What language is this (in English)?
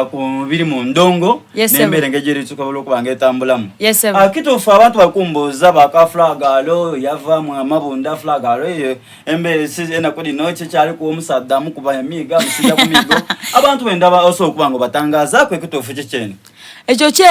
Soga